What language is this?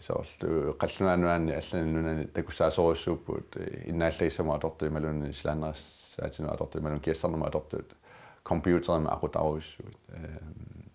Kalaallisut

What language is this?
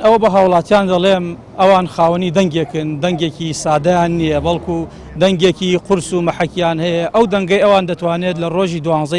Central Kurdish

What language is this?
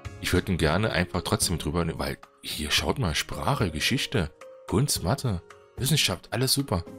German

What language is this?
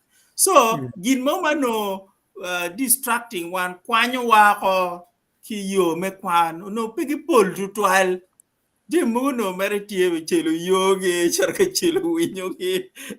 Acoli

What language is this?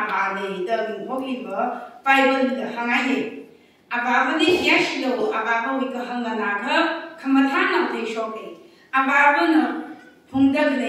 Tangkhul Naga (India)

